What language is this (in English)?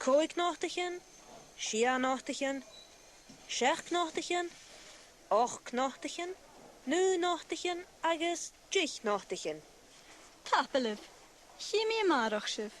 Scottish Gaelic